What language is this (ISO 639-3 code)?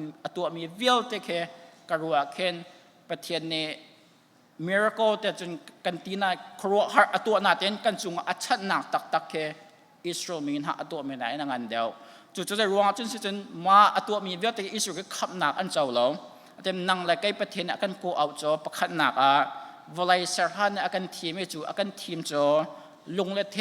cnh